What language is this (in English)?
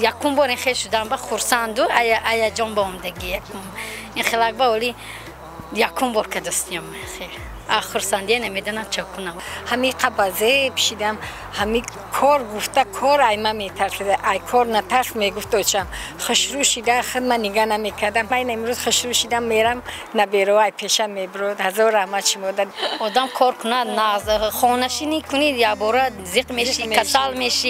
Tajik